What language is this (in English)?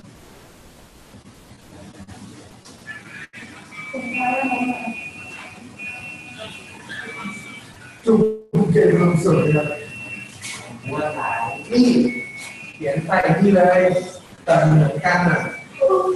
Thai